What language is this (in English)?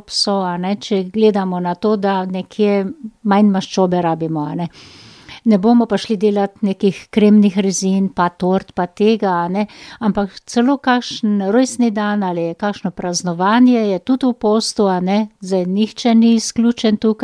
Slovenian